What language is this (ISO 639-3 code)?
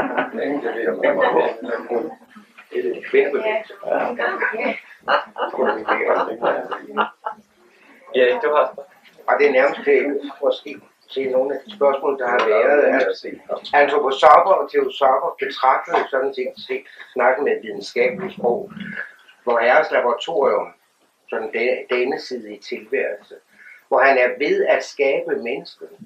dan